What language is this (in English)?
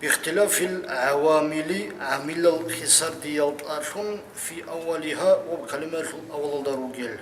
Avaric